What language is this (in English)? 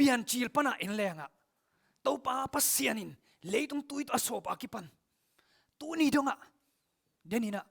Tedim Chin